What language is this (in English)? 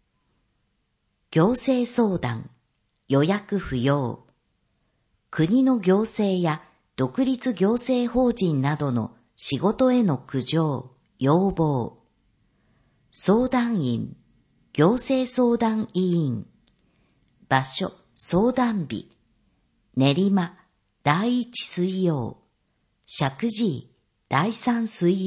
Japanese